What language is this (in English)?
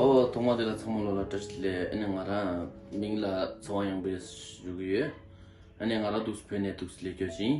Tibetan